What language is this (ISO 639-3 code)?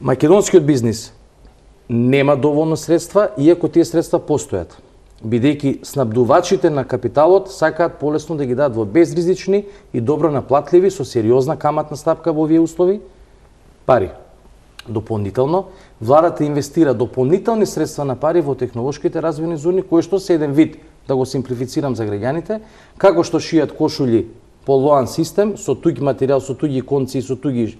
mkd